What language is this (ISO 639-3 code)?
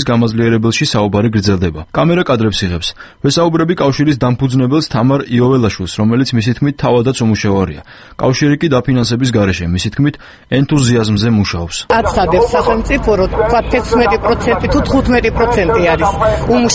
kat